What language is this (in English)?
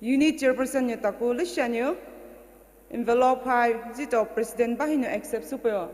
Poumei Naga